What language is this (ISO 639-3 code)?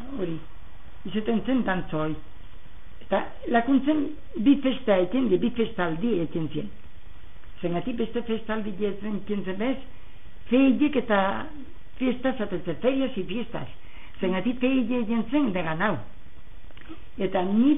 eus